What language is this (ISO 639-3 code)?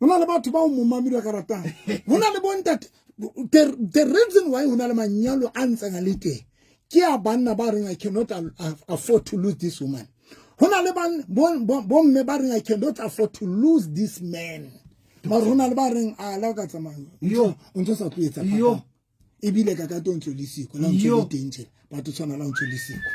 sot